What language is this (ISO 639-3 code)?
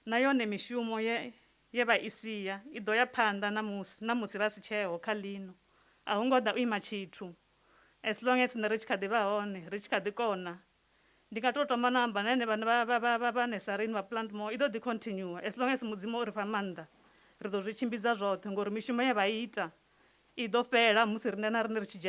ven